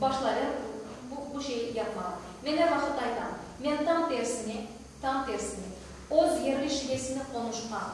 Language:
Crimean Tatar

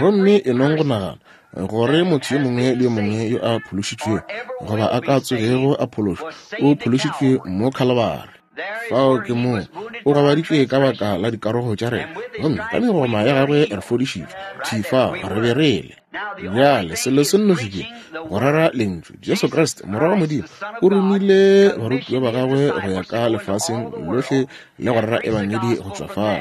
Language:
Northern Sotho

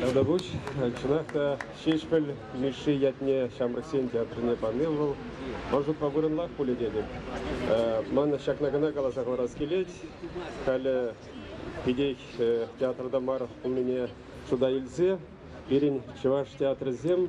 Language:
Chuvash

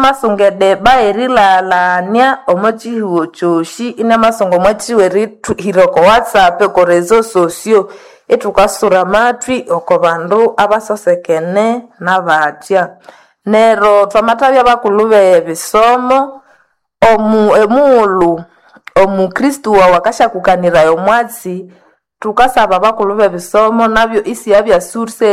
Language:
Nande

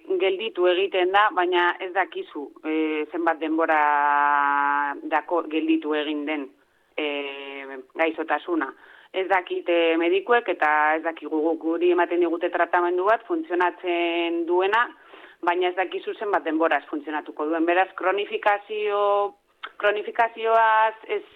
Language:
Basque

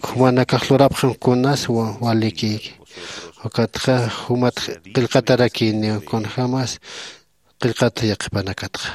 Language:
Aymara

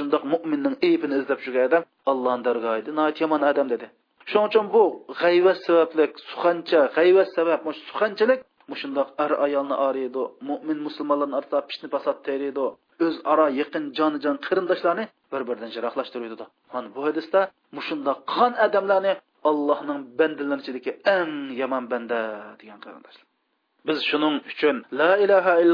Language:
Uyghur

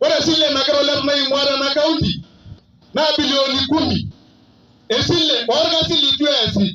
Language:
Masai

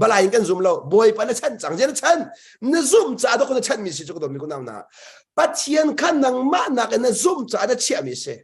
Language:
Hakha Chin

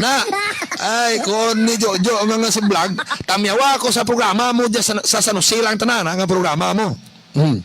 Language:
Hiligaynon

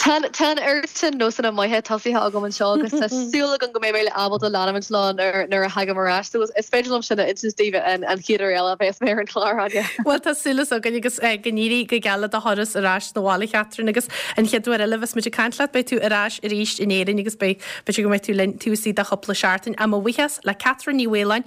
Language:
Irish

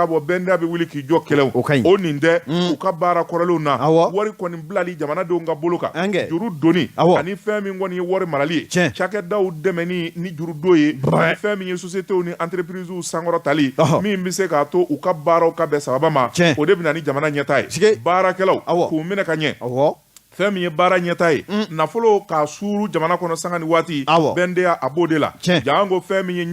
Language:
Bambara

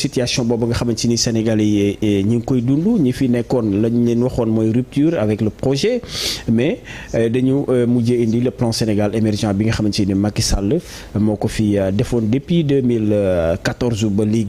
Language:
Wolof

